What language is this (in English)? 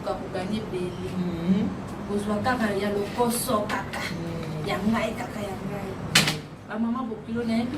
Lingala